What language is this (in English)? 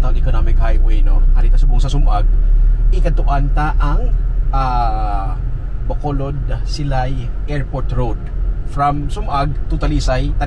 Hiligaynon